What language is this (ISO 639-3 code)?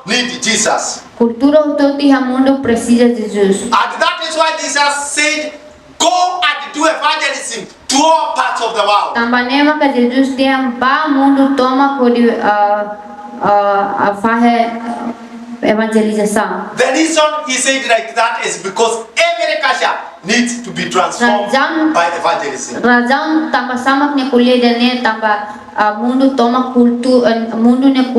tet